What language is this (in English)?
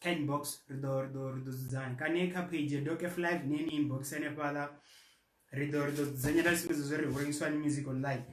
Venda